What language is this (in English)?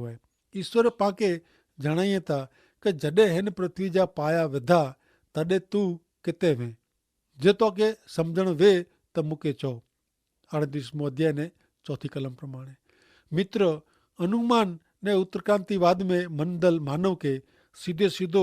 Kachhi